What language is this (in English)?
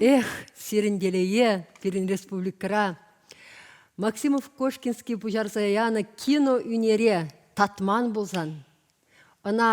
Chuvash